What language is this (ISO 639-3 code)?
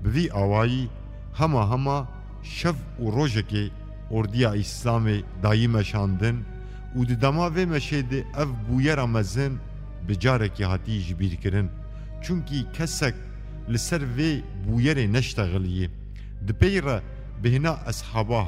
kur